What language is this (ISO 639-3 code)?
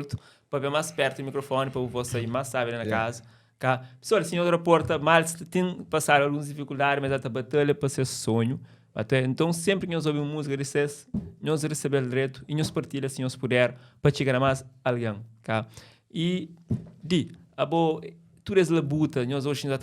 kea